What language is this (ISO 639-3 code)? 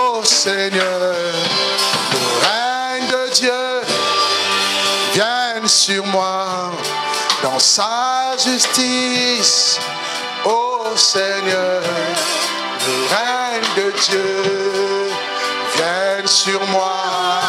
fra